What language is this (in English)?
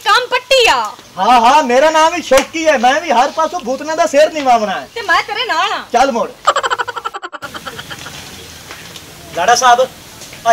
Punjabi